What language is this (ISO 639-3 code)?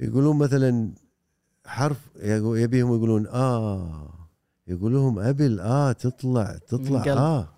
afb